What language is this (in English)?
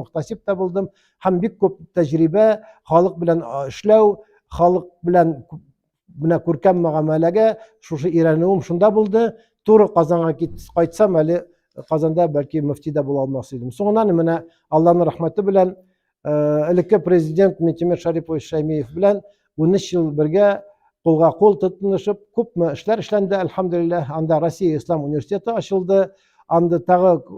Tatar